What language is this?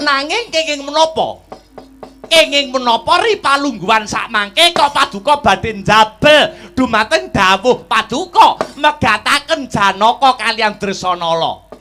Javanese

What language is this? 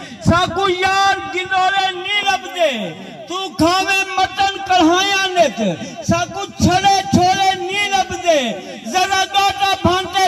Saraiki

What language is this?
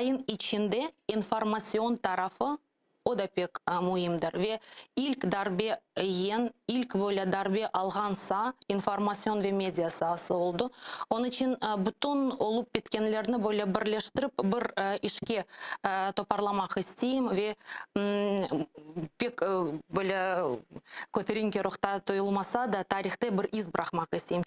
Crimean Tatar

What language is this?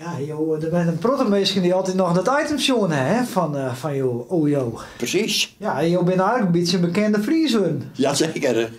Western Frisian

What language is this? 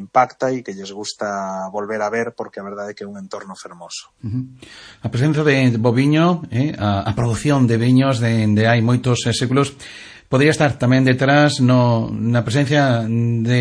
Galician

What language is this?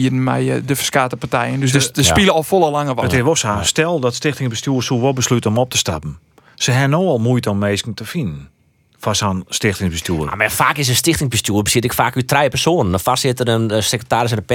Western Frisian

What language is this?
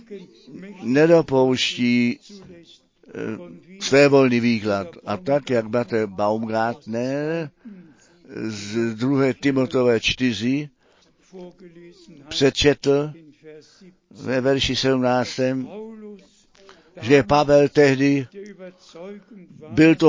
Czech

